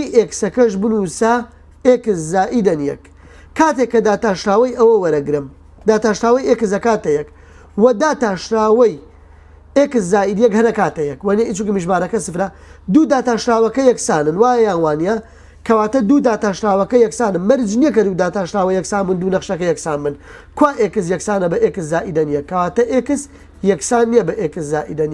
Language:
Central Kurdish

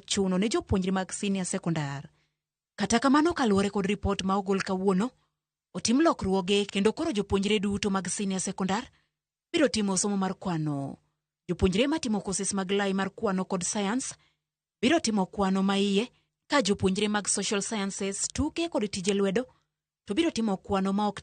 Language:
Luo (Kenya and Tanzania)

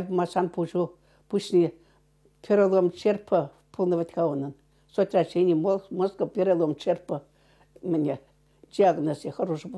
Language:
Chuvash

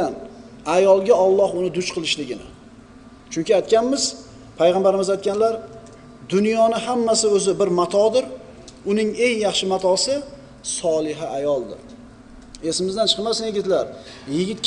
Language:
Uzbek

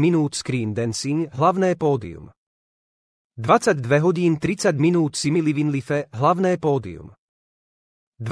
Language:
Slovak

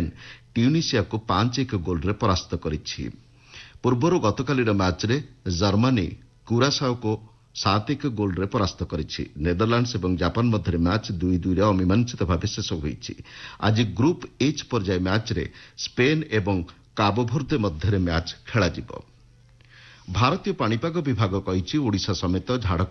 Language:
Odia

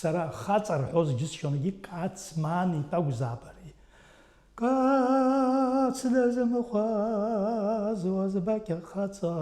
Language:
Abkhazian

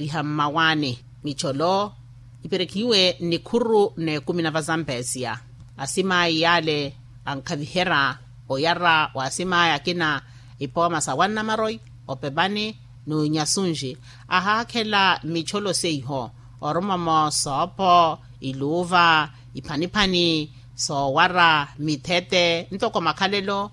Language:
Makhuwa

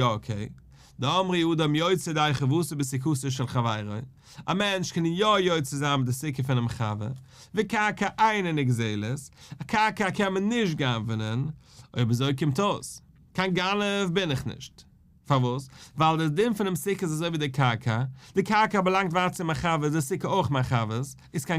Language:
Yiddish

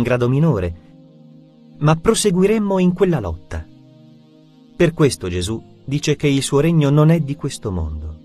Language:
Italian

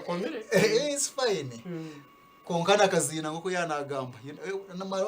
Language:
Nyankole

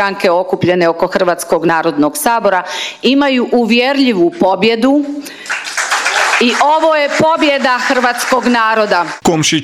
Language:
Croatian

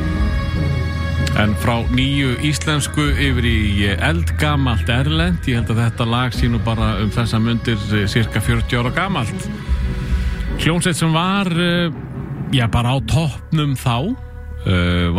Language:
Icelandic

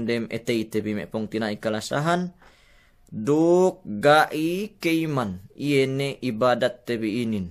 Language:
Yakan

